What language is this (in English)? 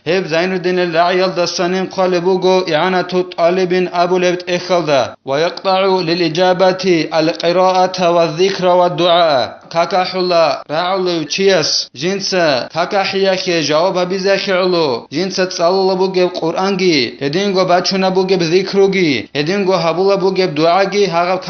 Avaric